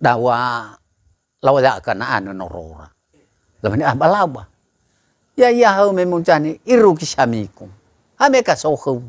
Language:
Nias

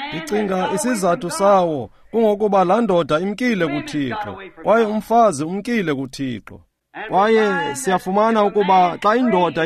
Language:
Xhosa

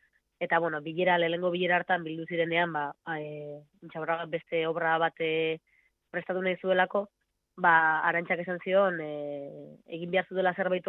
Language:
Basque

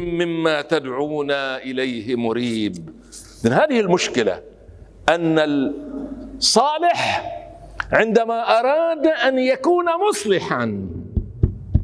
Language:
Arabic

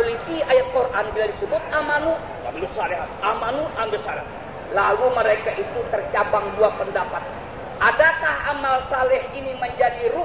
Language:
Indonesian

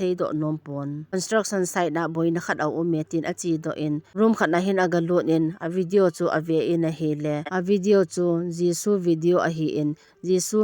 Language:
Thado Chin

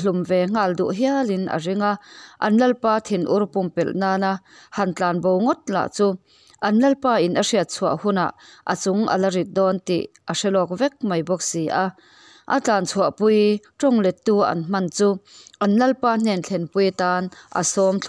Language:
Mizo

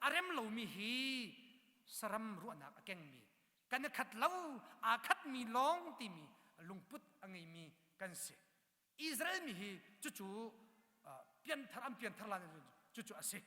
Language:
Hakha Chin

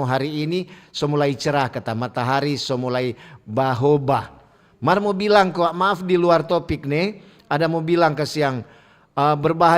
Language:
Manado Malay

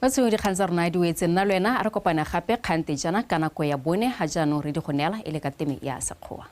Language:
Tswana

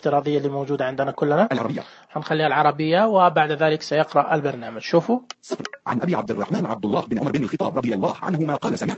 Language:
Najdi Arabic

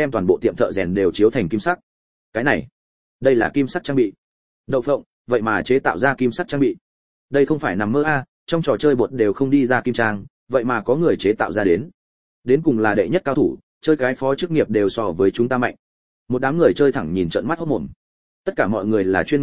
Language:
Vietnamese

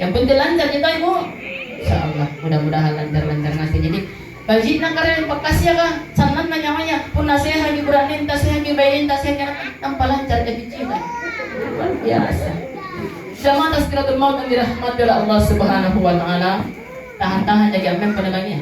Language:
Makasar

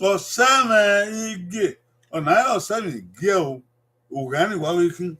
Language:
Bini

